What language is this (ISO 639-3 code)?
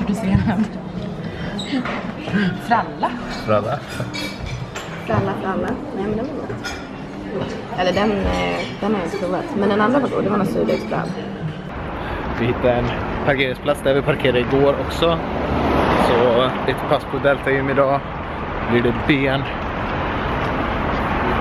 swe